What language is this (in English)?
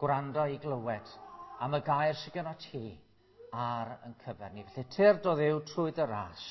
Welsh